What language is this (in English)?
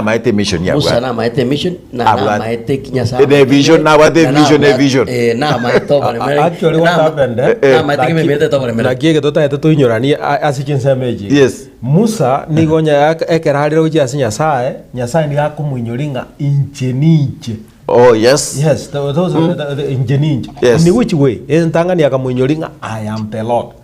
Gusii